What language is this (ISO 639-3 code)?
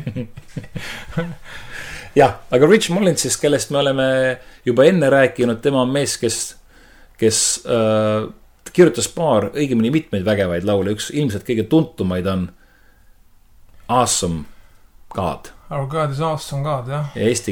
est